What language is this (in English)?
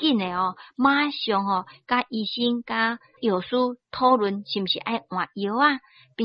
Min Nan Chinese